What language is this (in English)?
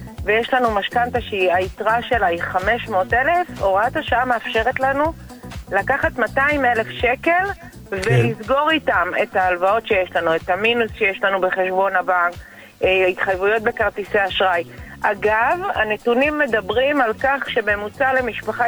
Hebrew